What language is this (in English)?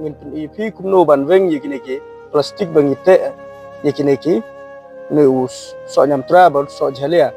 Khasi